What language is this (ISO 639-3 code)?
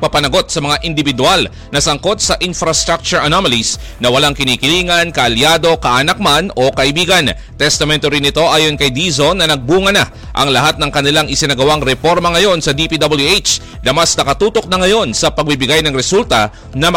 fil